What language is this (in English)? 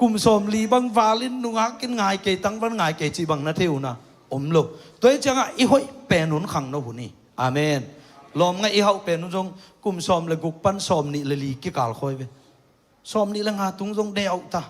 Tedim Chin